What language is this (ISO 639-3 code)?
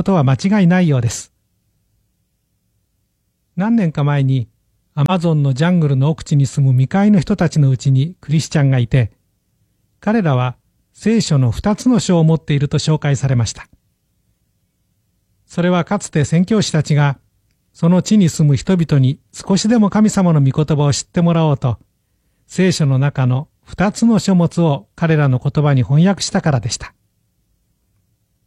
jpn